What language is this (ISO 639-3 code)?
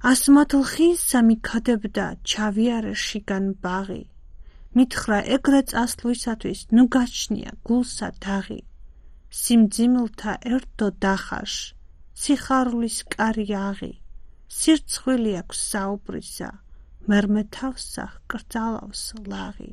kat